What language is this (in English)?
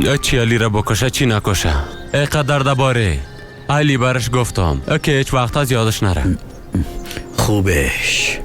Persian